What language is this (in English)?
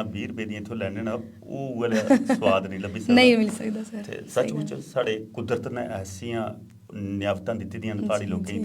Dogri